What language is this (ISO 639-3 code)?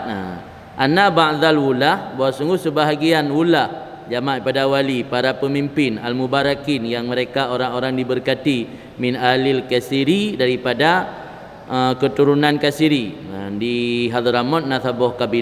ace